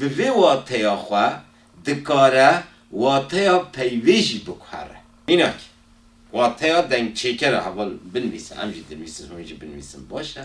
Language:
Kurdish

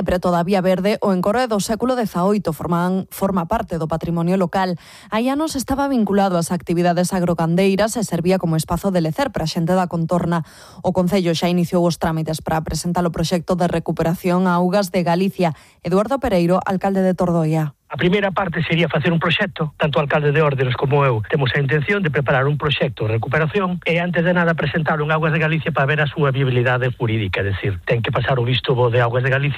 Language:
Galician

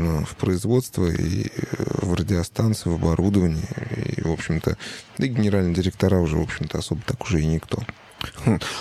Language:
Russian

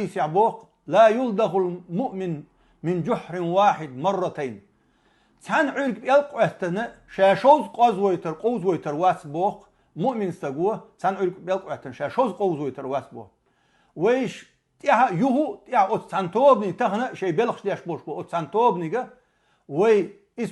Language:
Chechen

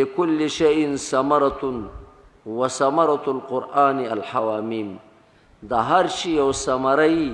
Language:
Pashto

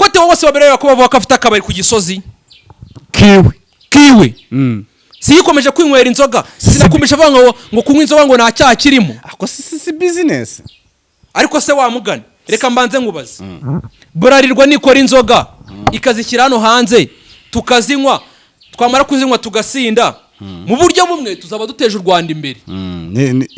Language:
Kinyarwanda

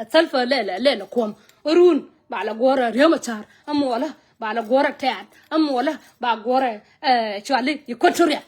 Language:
Nuer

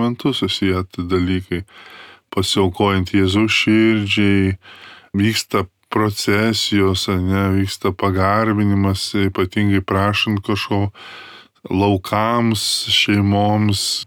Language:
Lithuanian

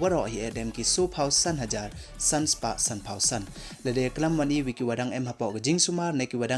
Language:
Pnar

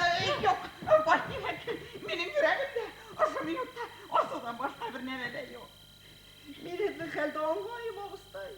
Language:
Bashkir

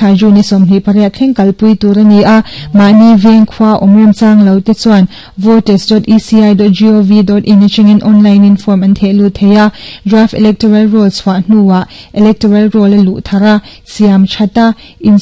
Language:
Mizo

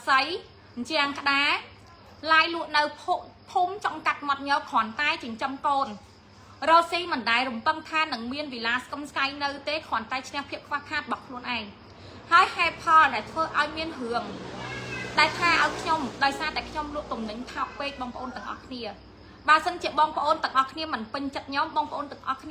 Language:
Khmer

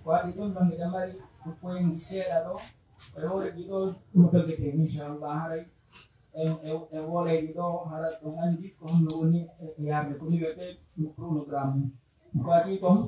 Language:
Pular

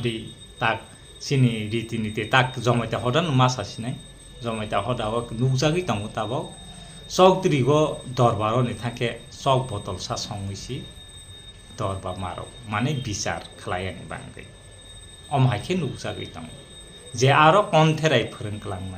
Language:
Kok Borok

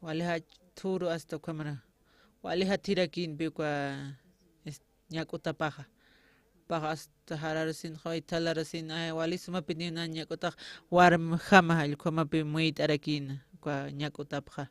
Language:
Aymara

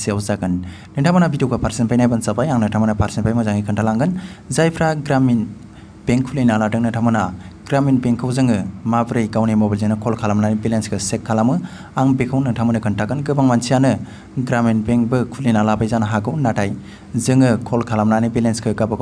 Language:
Bodo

